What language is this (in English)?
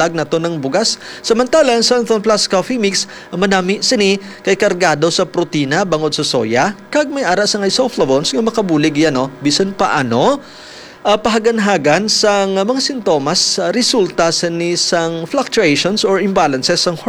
Hiligaynon